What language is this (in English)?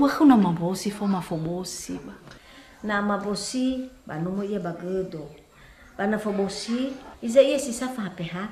Nias